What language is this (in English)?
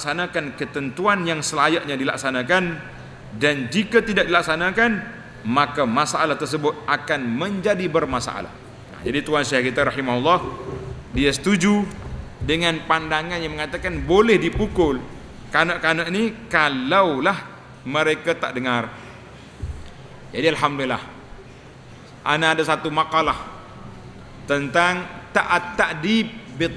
Malay